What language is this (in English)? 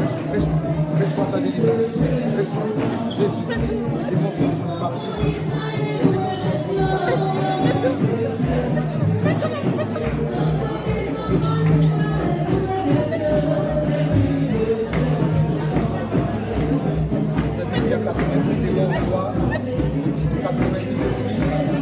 French